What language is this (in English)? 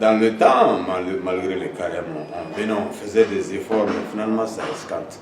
Bambara